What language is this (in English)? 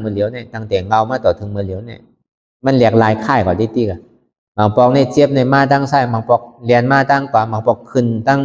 Shan